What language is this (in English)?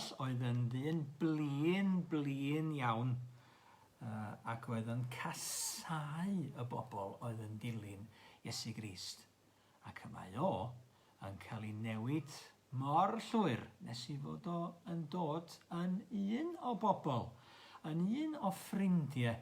Welsh